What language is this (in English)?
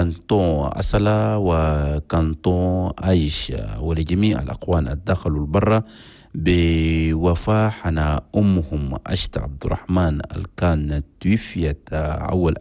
Chadian Arabic